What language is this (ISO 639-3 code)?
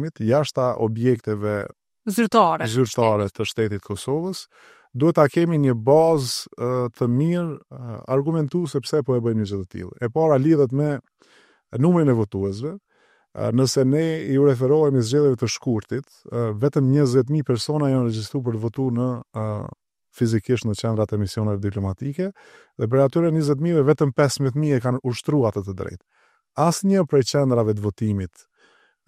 sqi